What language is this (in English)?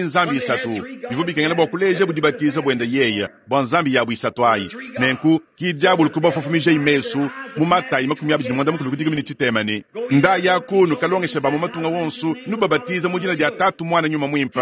Luba-Lulua